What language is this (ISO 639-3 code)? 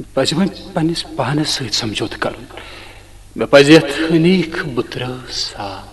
kas